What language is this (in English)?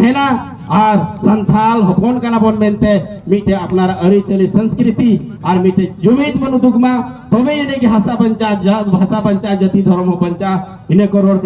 Santali